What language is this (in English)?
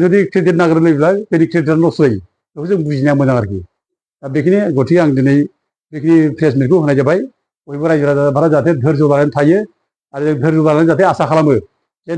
Bodo